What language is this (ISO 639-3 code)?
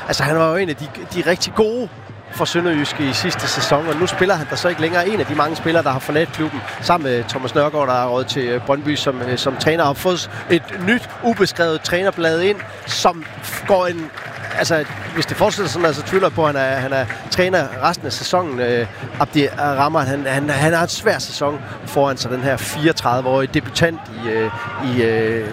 dan